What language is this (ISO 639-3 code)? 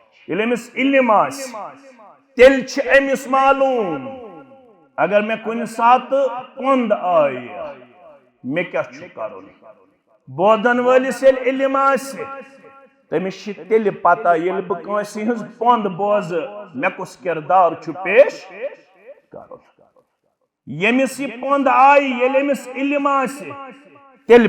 kas